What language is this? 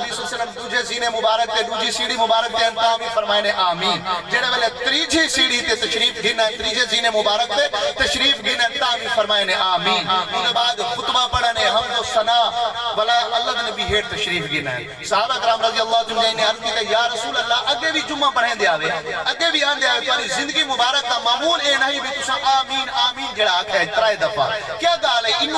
Saraiki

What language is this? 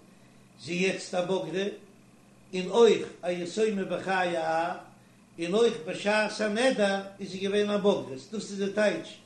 Yiddish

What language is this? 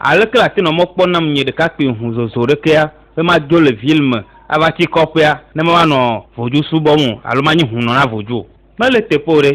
Ewe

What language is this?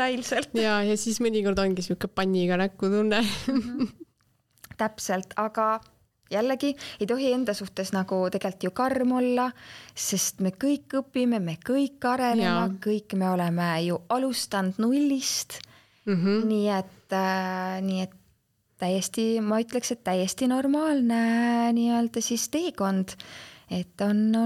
Estonian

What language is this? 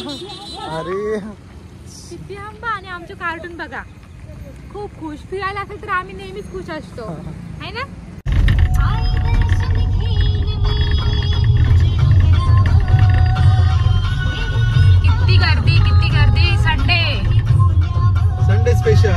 Marathi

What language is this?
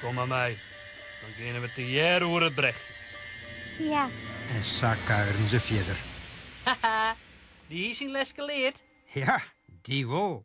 Western Frisian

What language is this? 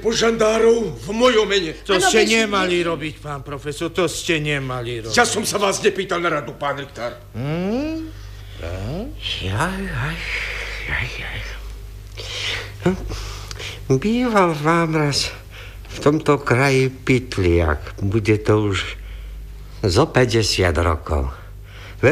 Slovak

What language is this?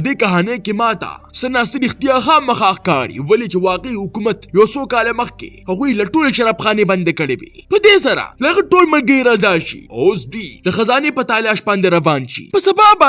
Pashto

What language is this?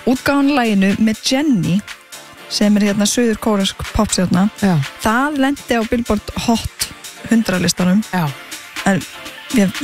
Icelandic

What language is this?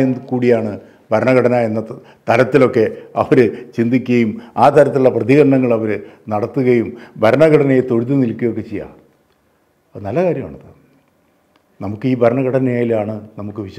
Malayalam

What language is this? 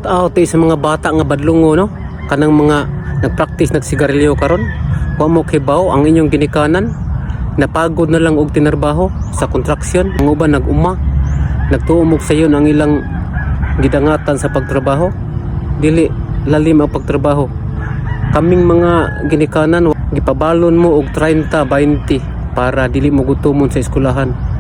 Cebuano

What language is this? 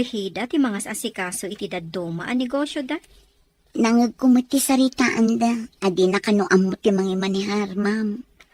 Iloko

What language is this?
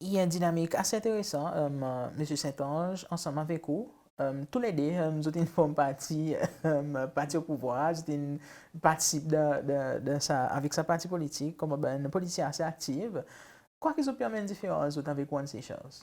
Seselwa Creole French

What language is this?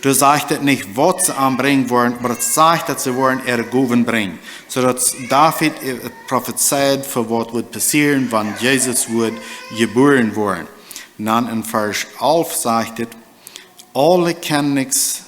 Plautdietsch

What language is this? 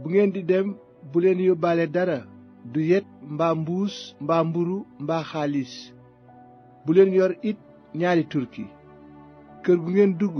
Wolof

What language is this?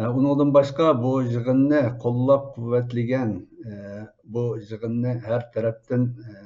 Uyghur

